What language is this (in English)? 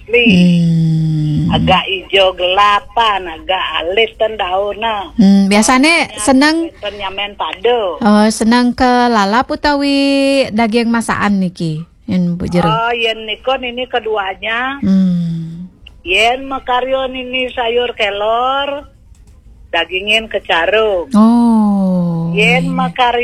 Balinese